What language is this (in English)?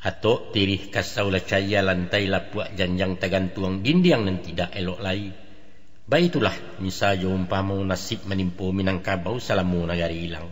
Minangkabau